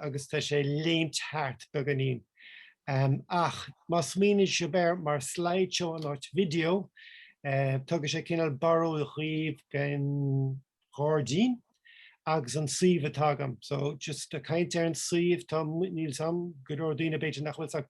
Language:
Irish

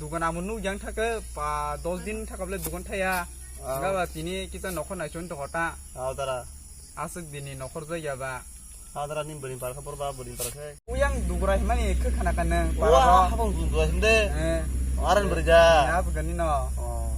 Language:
Kok Borok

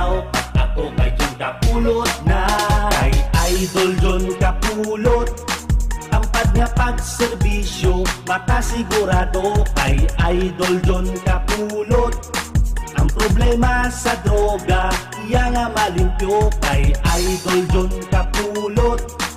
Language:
Hiligaynon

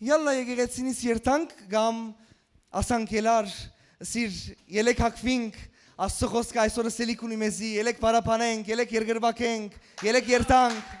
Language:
Western Armenian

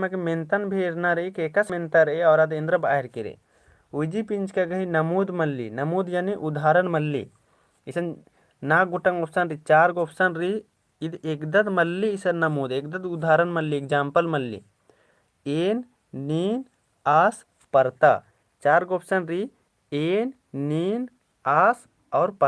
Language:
Kurukh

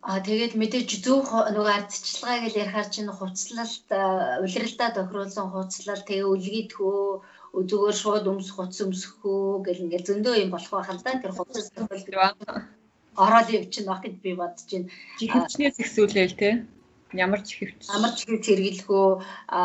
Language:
Mongolian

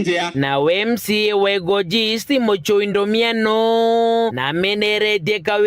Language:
Meru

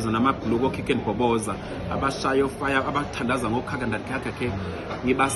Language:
Zulu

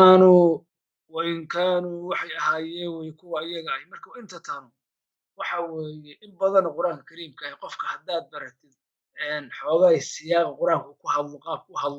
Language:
Somali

